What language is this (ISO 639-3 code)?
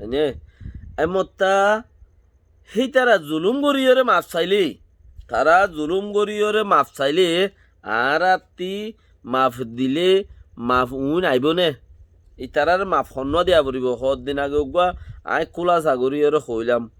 rhg